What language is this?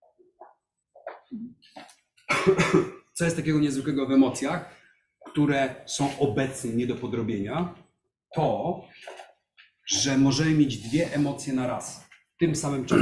Polish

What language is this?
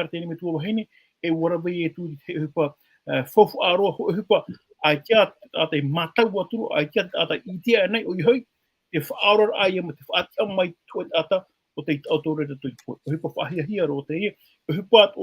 Tahitian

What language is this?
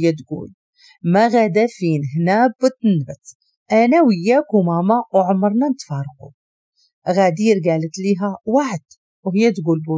Moroccan Arabic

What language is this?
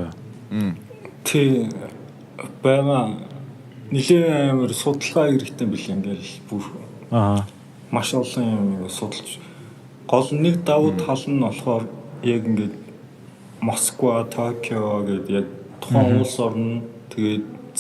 Mongolian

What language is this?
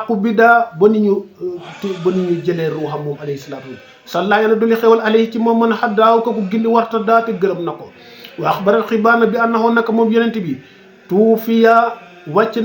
Wolof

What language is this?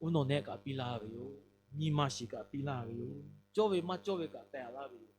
Lahu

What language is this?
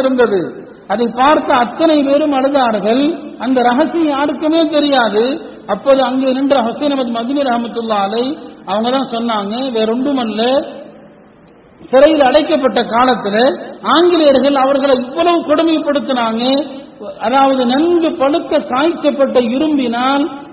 Tamil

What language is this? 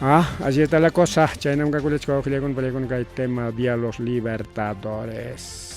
Ayacucho Quechua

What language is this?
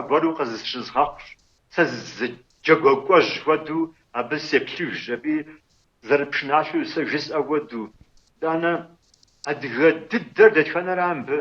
Kabardian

